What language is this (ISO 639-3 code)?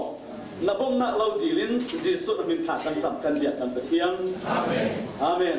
cfm